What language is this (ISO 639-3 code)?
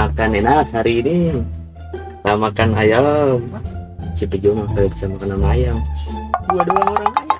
bew